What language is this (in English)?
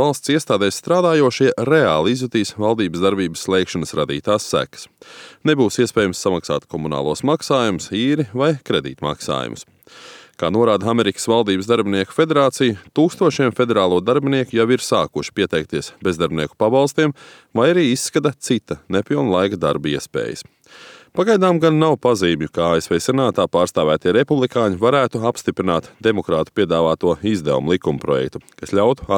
Latvian